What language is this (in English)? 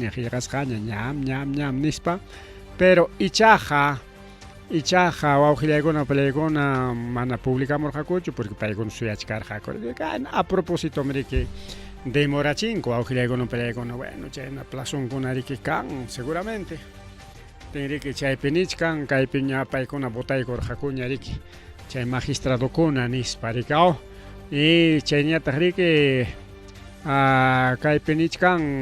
Ayacucho Quechua